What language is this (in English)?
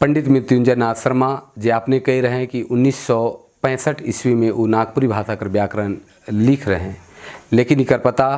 Sadri